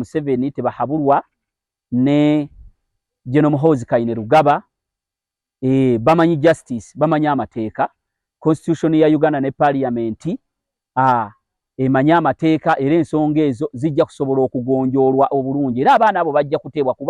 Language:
Ganda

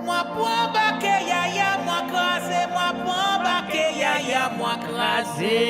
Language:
Morisyen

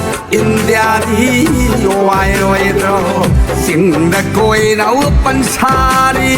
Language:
Manipuri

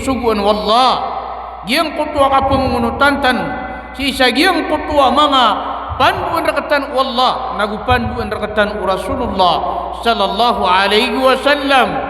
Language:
Maranao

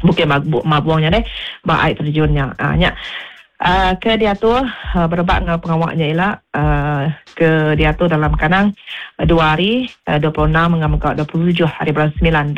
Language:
Iban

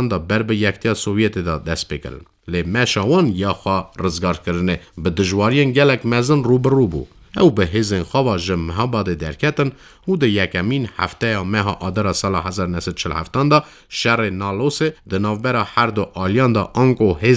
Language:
Kurdish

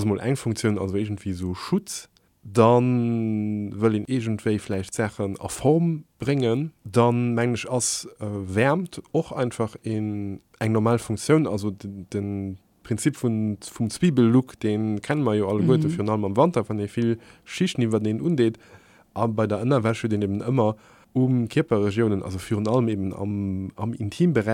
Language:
Luxembourgish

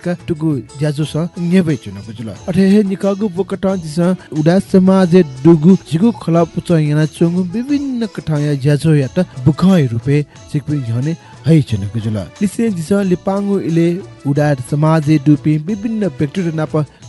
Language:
Newari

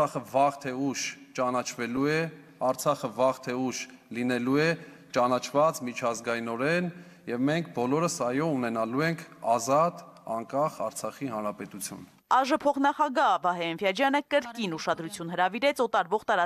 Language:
Armenian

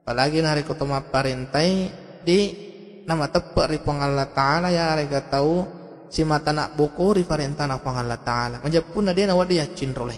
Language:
Buginese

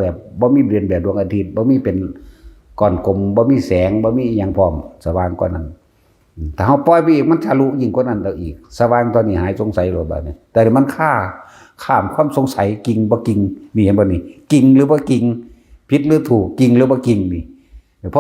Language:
Northeastern Thai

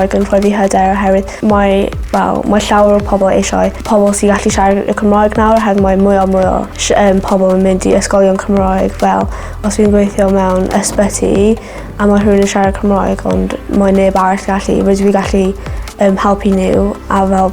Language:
Welsh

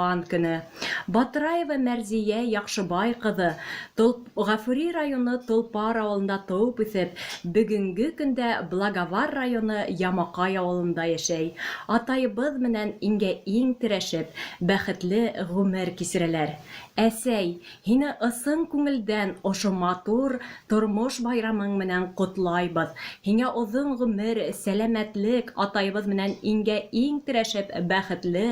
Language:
Bashkir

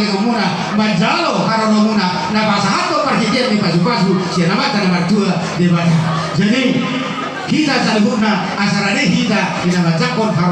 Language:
Batak Toba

